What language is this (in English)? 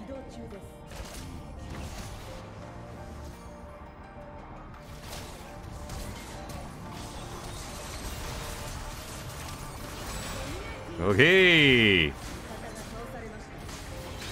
Japanese